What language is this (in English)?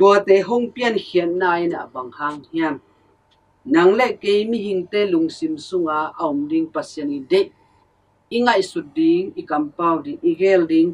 Tedim Chin